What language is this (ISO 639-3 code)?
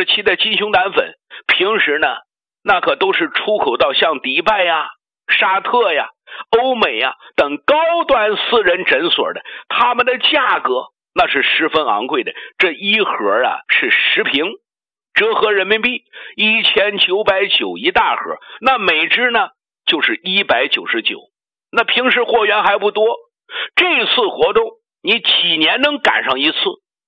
zho